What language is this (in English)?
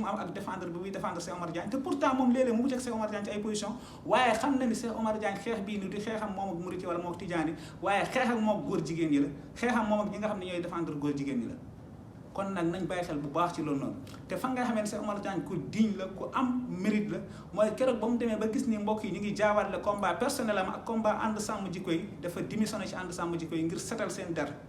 Wolof